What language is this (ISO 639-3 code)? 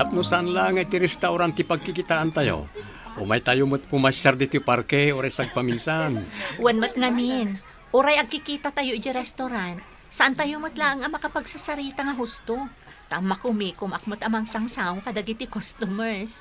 ilo